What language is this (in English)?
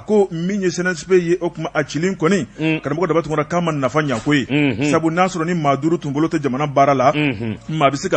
Bambara